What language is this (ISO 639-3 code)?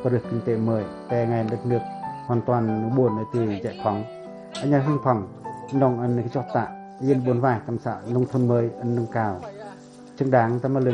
pac